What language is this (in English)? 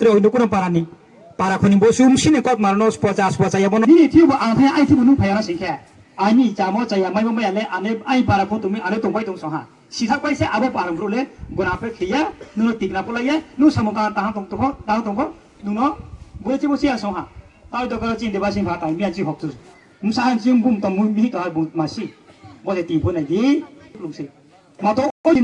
Riang (India)